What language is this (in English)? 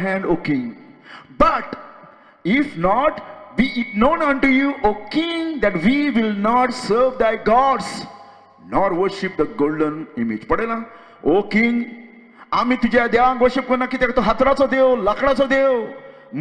Konkani